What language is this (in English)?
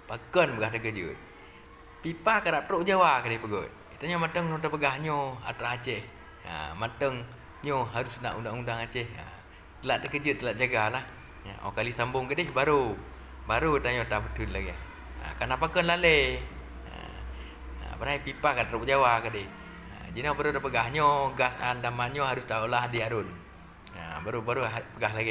Achinese